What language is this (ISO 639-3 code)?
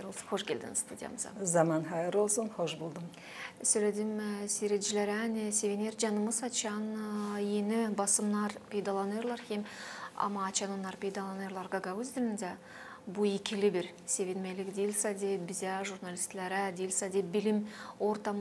gag